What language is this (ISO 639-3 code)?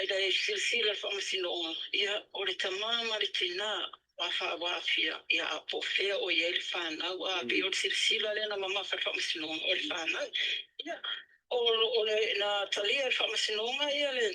smo